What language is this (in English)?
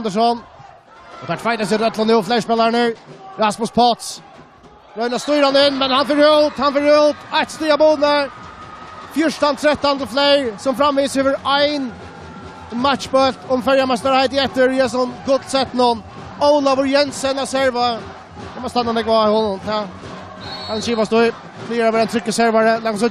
Faroese